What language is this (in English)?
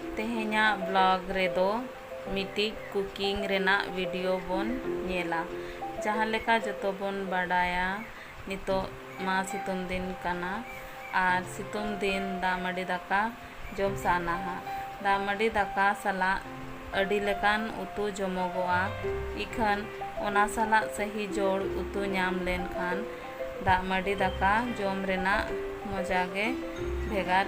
Santali